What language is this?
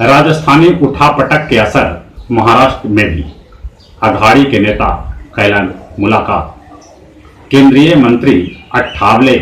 Magahi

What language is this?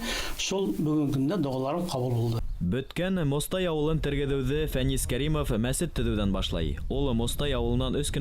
Bashkir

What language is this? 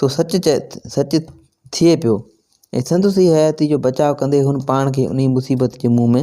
Sindhi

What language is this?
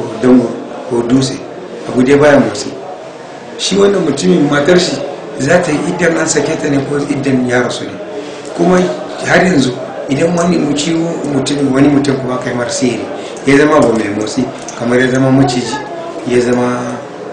Hausa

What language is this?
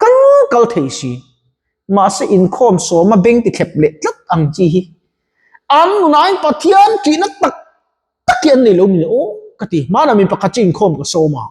Mizo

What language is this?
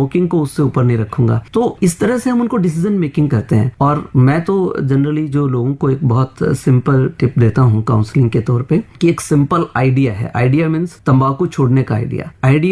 Hindi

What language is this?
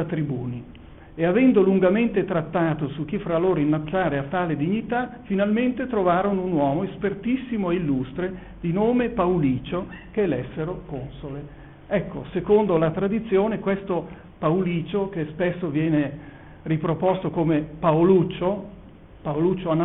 Italian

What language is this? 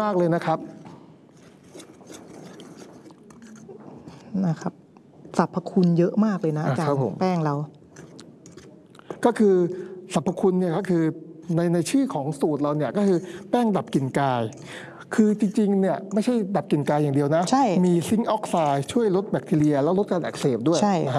Thai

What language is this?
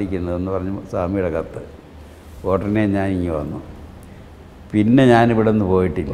Malayalam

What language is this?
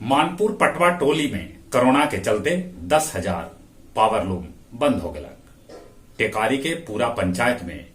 Magahi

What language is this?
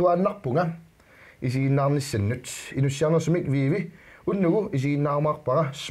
Kalaallisut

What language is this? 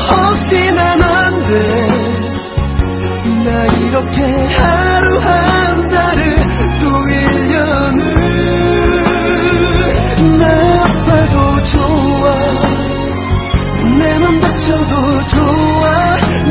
Korean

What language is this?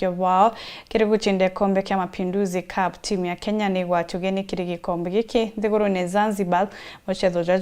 Meru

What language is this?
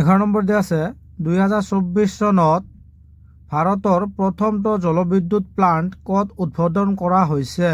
Assamese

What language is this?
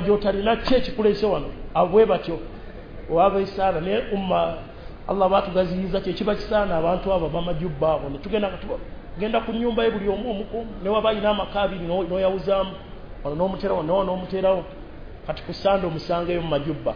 Ganda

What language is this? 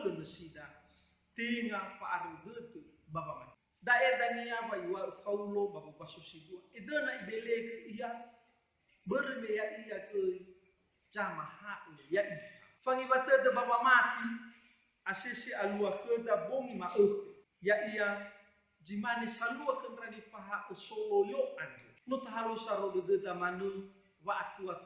Nias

